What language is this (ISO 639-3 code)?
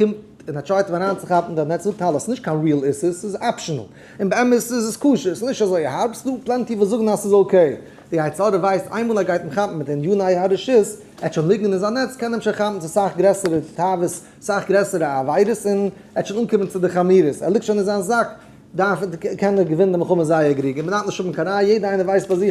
yid